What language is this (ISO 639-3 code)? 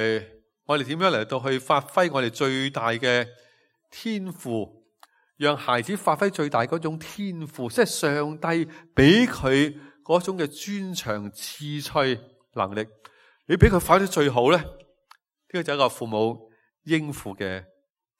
yue